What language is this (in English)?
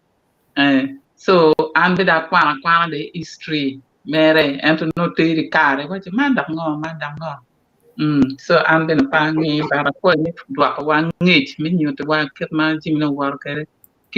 Acoli